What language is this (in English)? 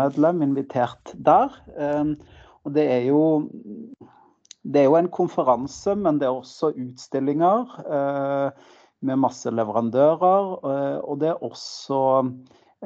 Norwegian